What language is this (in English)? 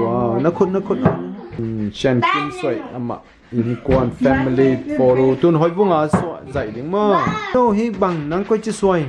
Tedim Chin